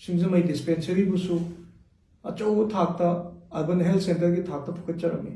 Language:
Manipuri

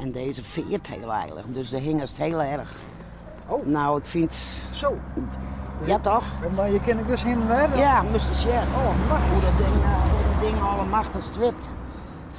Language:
Western Frisian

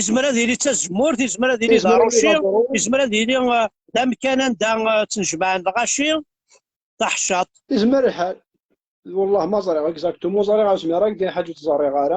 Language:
Kabyle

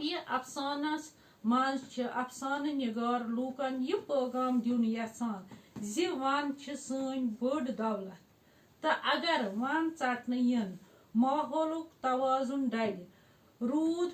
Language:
Kashmiri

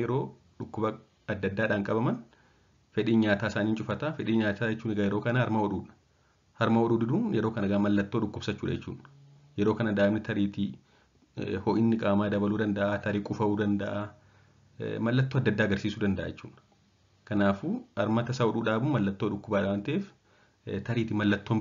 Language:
Oromo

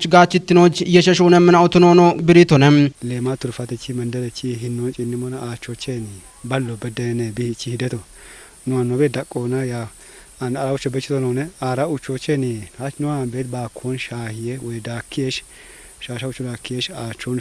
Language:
Kafa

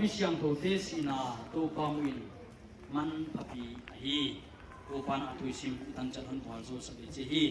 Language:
Paite Chin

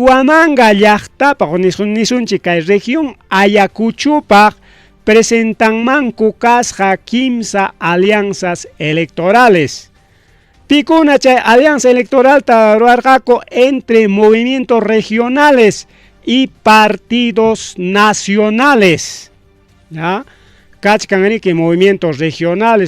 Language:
Ayacucho Quechua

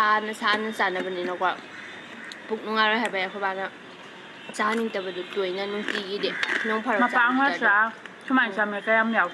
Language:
Manipuri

